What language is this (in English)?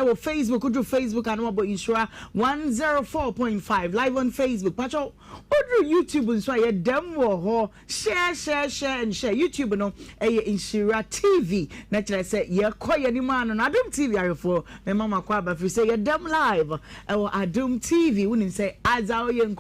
Akan